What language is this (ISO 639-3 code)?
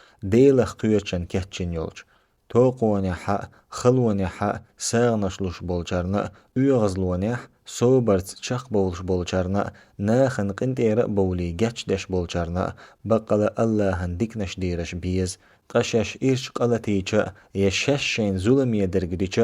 che